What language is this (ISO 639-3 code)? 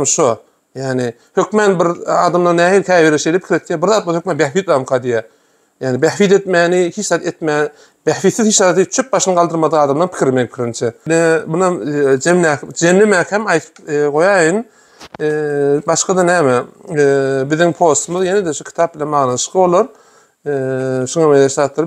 tuk